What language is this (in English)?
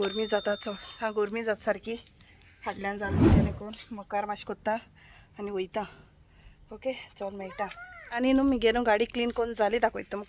Konkani